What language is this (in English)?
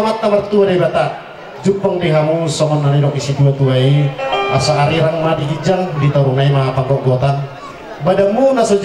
Batak Toba